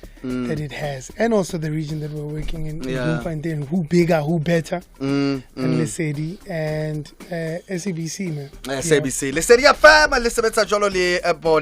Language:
Southern Sotho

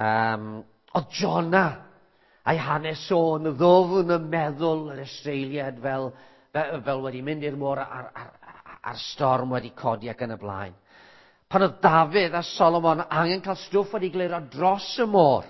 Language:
Welsh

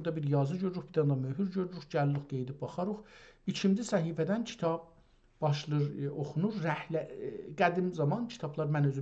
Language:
South Azerbaijani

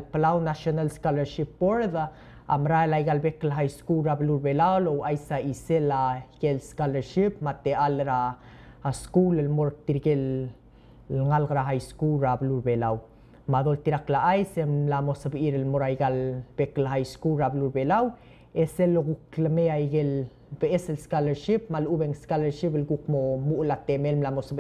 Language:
Palauan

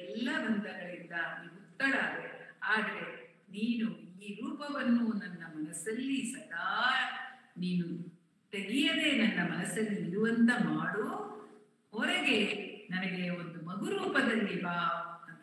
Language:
Kannada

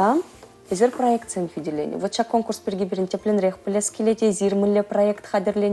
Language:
Chuvash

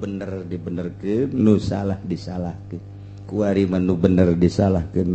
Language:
Sundanese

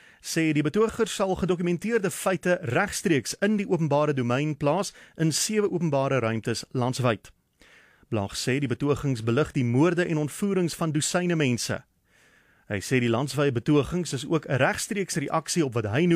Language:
Afrikaans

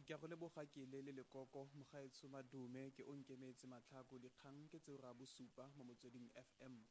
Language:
Tswana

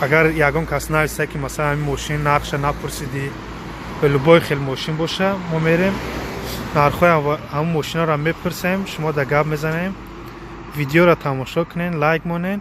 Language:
Tajik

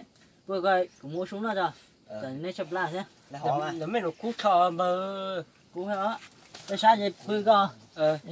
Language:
Hmong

